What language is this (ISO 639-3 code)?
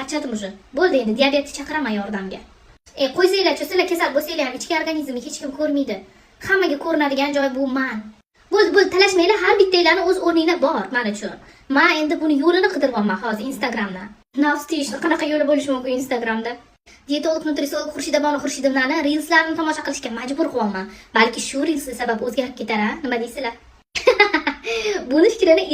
uzb